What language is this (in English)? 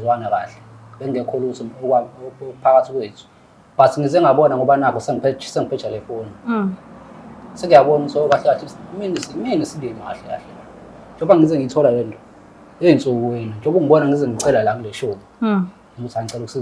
Zulu